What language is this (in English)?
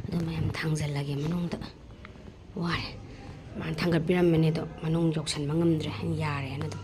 Manipuri